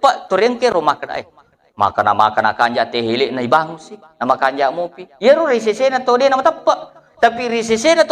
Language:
Buginese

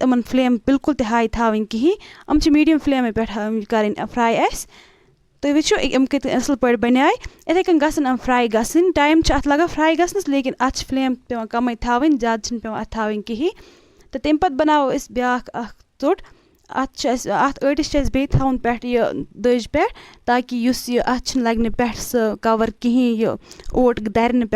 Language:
Kashmiri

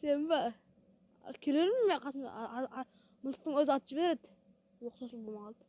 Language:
Kara-Kalpak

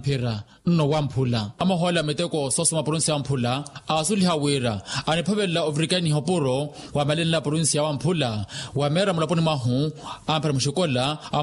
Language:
Makhuwa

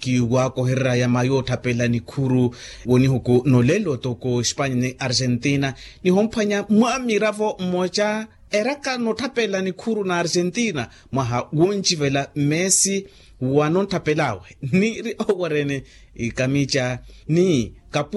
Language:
Makhuwa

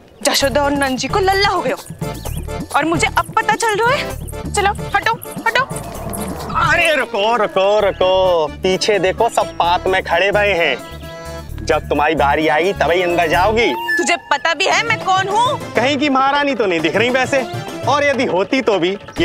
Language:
Hindi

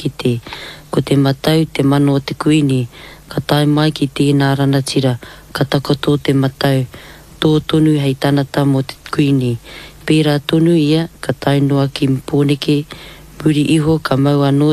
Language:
Māori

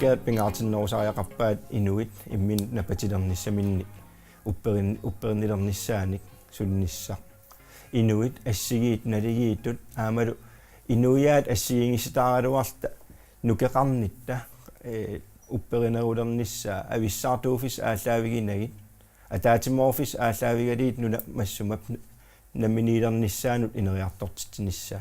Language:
Kalaallisut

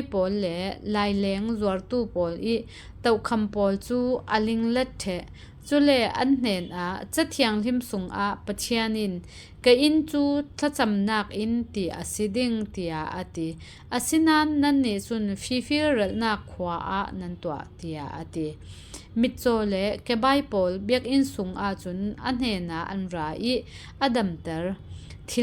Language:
Falam Chin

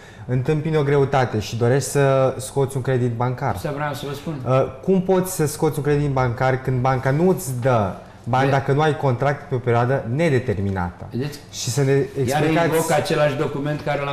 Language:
Romanian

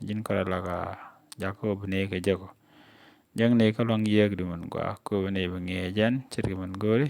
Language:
Nuer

